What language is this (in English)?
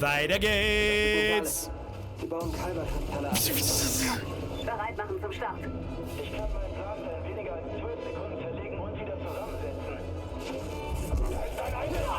Bavarian